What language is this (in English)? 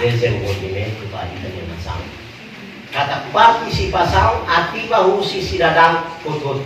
Tetum